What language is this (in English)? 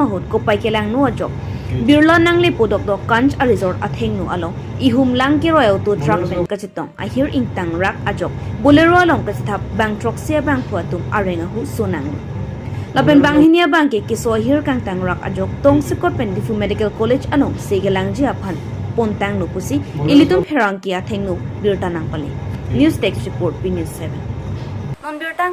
Karbi